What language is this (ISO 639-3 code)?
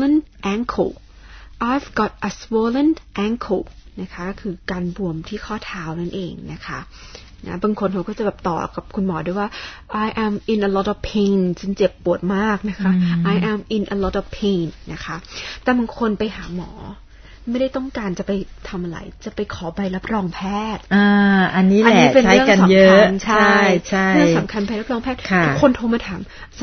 tha